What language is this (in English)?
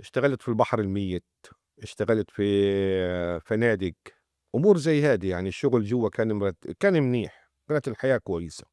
North Levantine Arabic